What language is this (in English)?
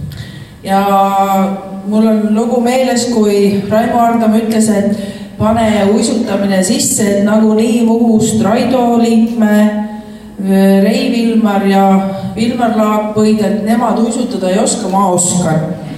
Estonian